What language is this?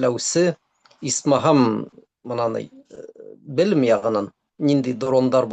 Bashkir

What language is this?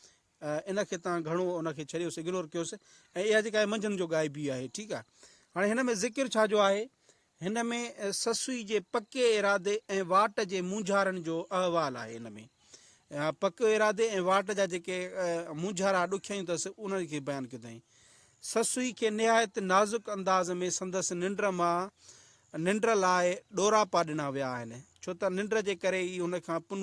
Sindhi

